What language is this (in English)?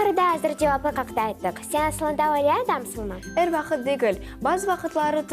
Crimean Tatar